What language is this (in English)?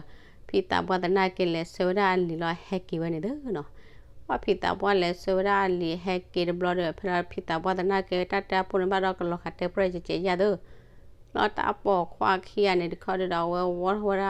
S'gaw Karen